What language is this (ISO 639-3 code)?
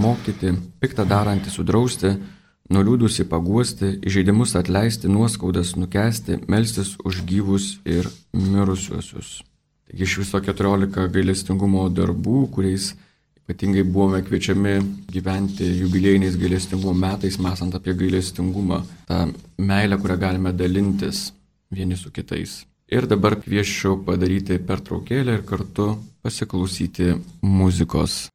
lit